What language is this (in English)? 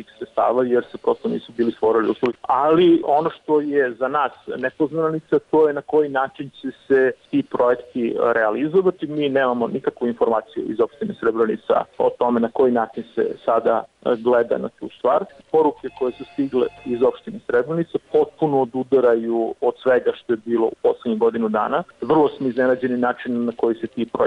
Serbian